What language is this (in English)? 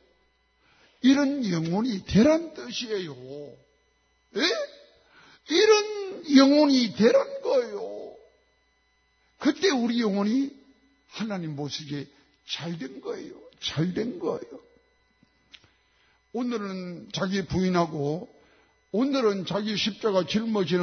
Korean